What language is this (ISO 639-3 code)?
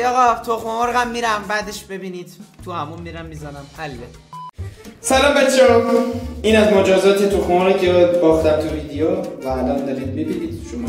fas